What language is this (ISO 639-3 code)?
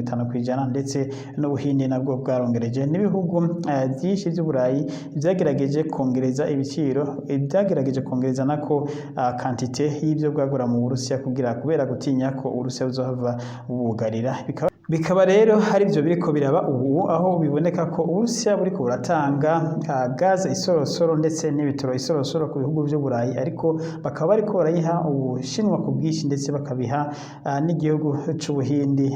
run